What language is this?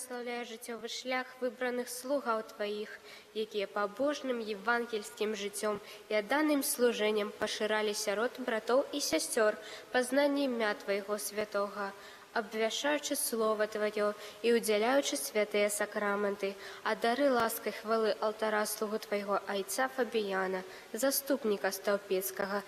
Belarusian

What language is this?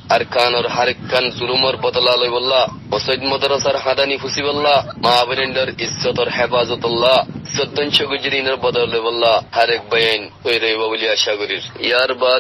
Rohingya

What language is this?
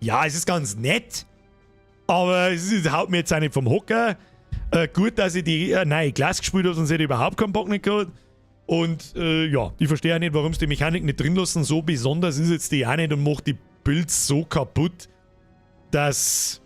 Bavarian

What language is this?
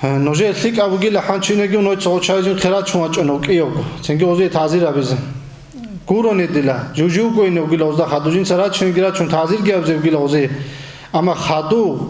Avaric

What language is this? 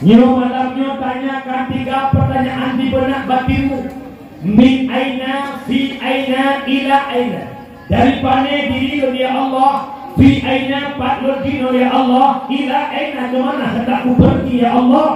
Achinese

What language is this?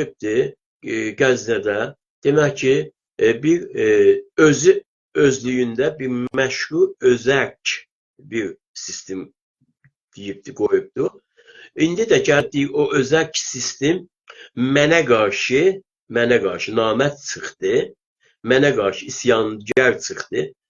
South Azerbaijani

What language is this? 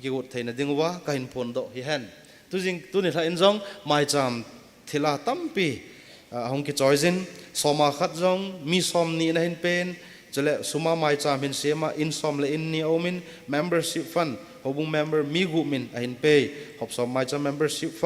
Thado Chin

